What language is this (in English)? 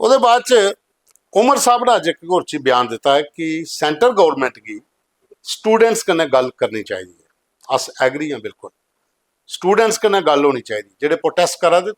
Dogri